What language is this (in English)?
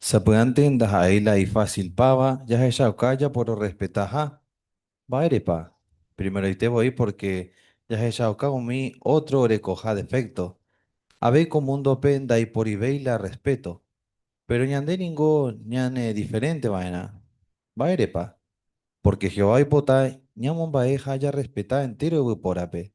Guarani